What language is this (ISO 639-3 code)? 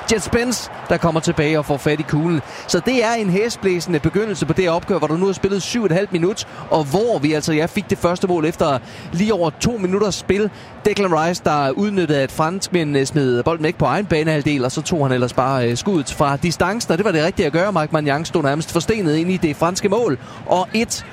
dan